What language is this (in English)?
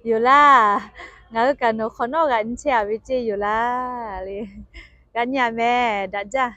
Lahu